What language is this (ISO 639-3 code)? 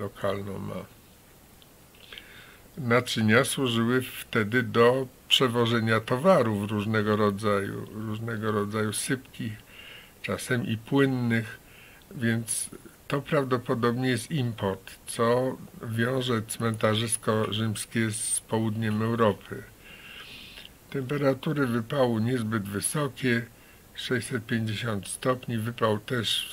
pol